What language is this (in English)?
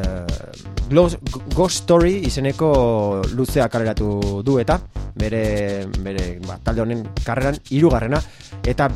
Basque